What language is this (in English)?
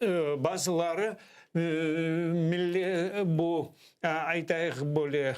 Crimean Tatar